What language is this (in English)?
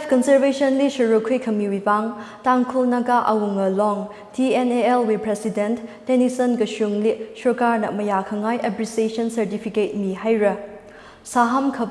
Tangkhul Naga (India)